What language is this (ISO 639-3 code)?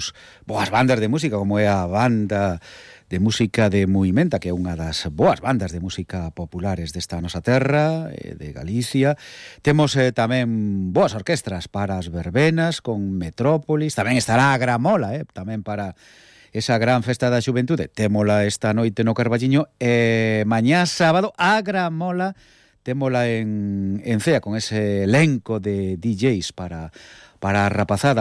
glg